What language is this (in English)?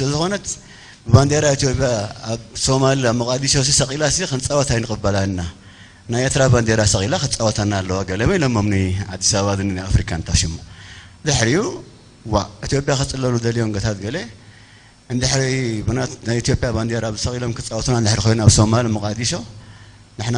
Tigrinya